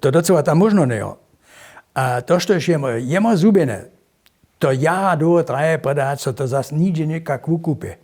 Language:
Upper Sorbian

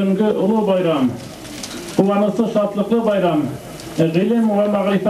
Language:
Bashkir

